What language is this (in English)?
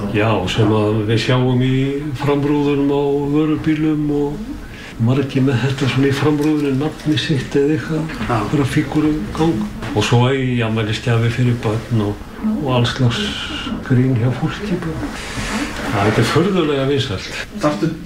Icelandic